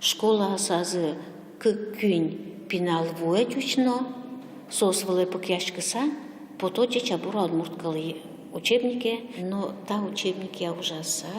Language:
Udmurt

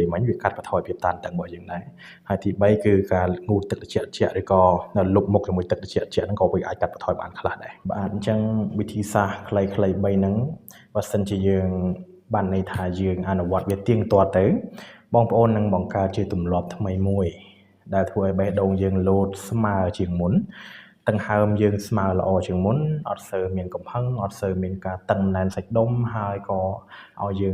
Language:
Khmer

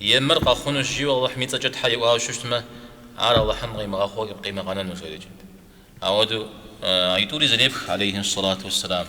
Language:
Kabardian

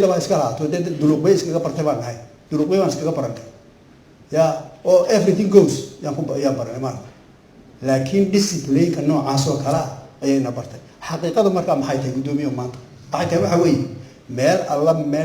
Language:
Somali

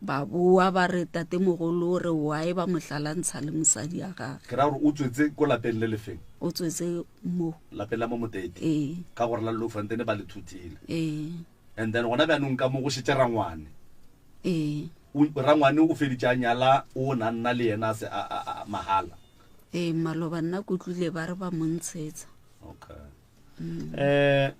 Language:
Northern Sotho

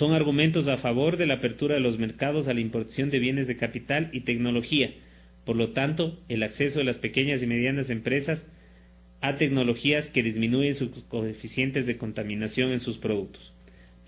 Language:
Spanish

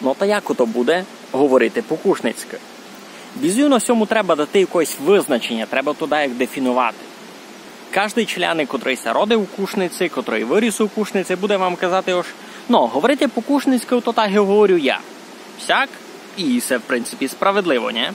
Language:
Rusyn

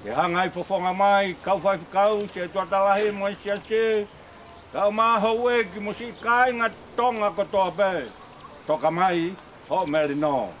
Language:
Tongan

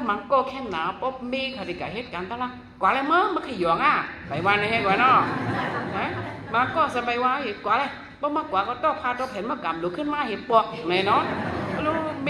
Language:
Shan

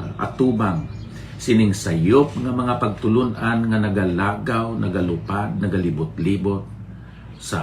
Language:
Hiligaynon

